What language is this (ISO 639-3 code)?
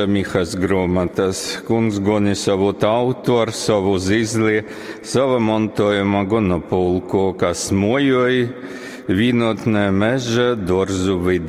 ltg